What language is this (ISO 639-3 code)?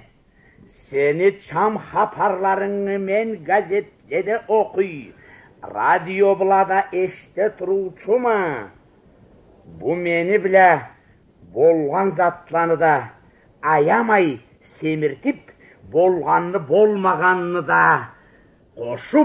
krc